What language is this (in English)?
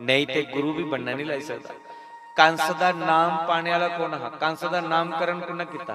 Dogri